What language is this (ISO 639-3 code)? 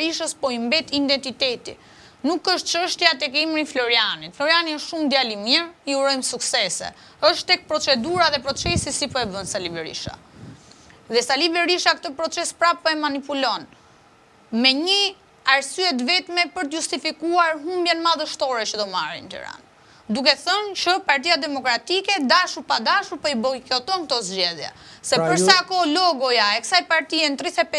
sqi